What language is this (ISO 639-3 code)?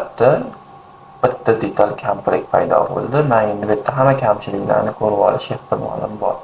uzb